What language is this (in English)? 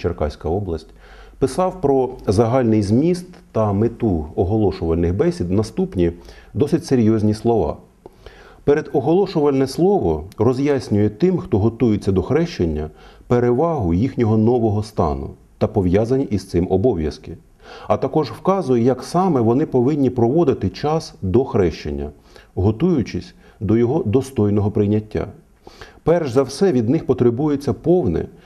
Ukrainian